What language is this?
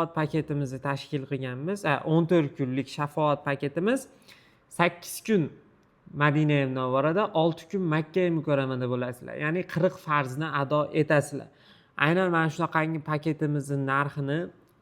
Uzbek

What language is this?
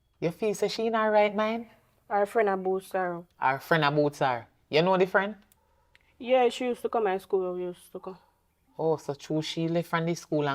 Jamaican Creole English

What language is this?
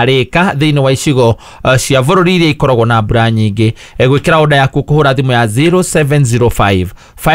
Kikuyu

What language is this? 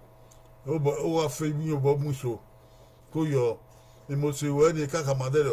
Bini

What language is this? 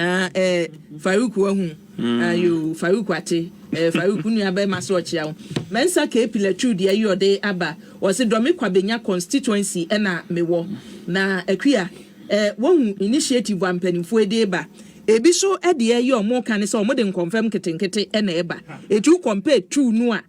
Akan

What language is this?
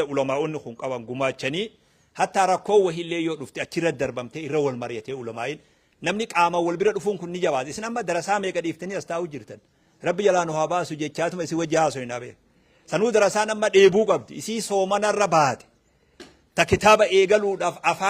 Oromo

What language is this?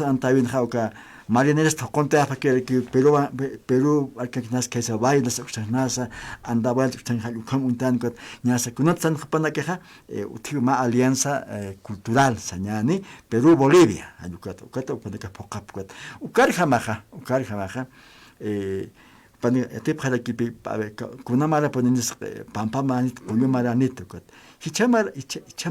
Aymara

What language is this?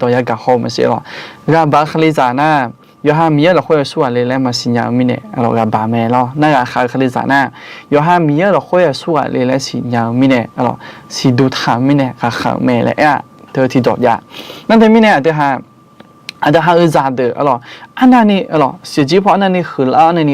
Akha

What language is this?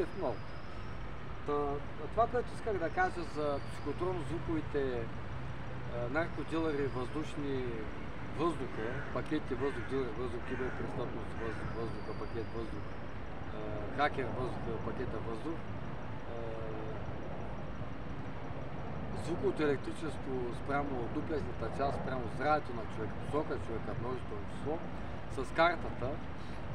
Bulgarian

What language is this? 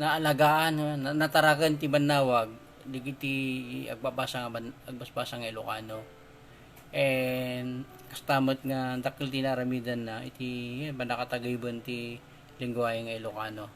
Iloko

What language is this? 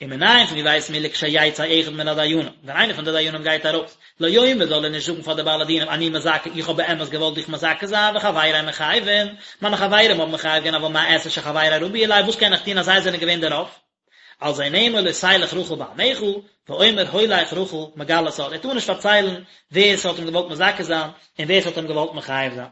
Yiddish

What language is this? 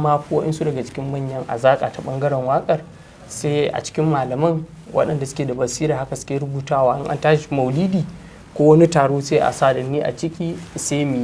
Hausa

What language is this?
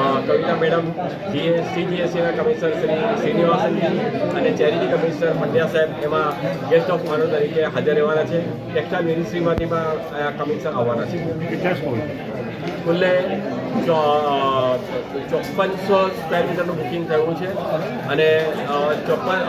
Gujarati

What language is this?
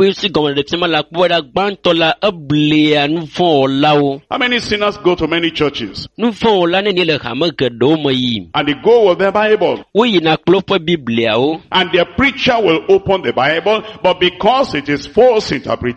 Ewe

